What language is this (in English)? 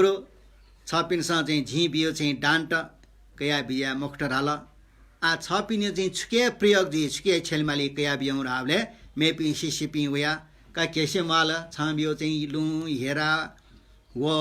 Newari